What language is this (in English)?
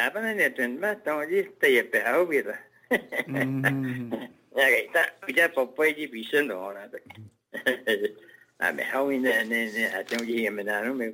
Vietnamese